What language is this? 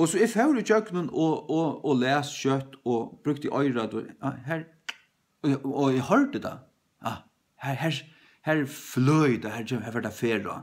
Faroese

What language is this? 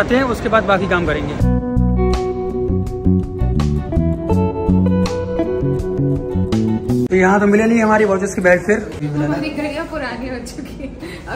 Hindi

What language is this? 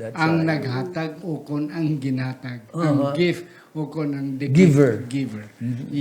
Hiligaynon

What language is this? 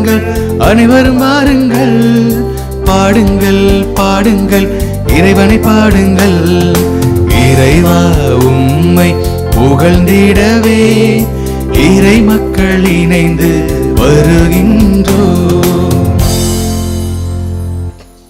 Tamil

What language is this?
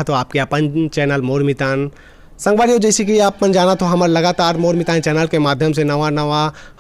Chhattisgarhi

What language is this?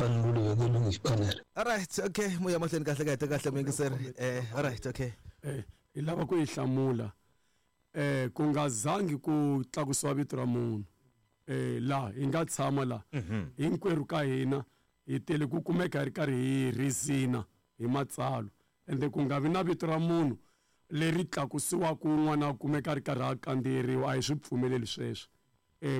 Tsonga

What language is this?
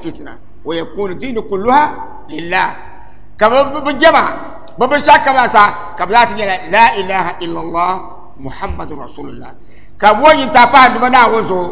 Dagbani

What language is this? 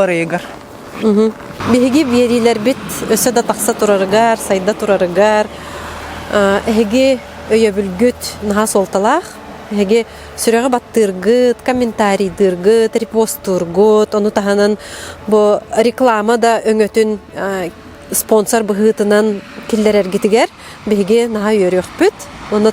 Yakut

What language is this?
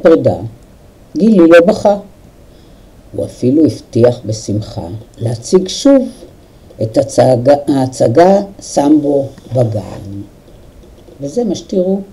Hebrew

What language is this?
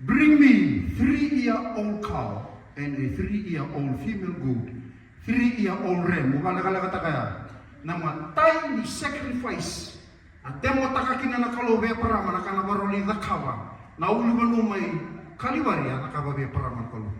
Fijian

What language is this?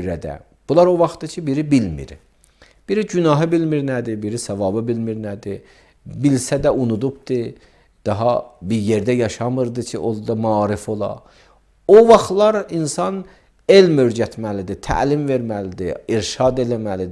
Azerbaijani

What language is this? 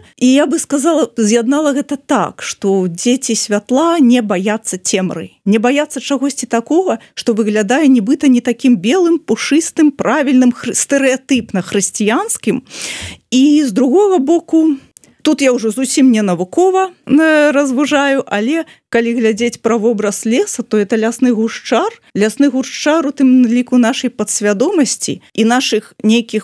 Belarusian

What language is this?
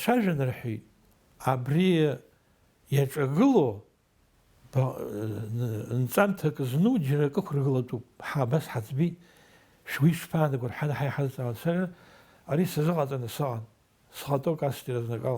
Abkhazian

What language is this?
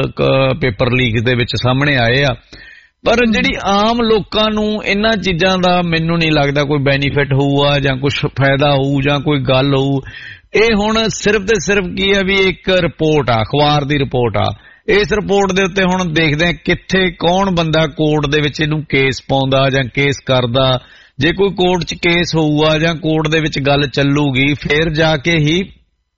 Punjabi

